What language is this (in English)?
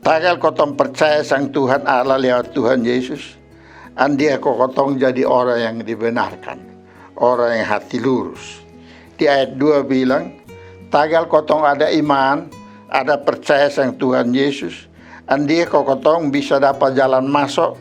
Kupang Malay